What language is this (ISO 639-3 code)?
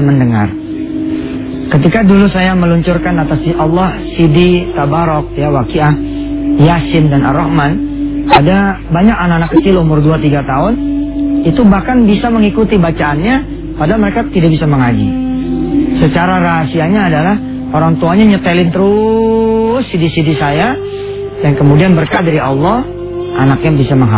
ind